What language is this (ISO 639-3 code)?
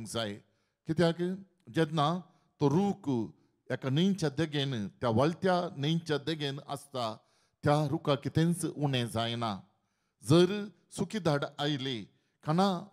kok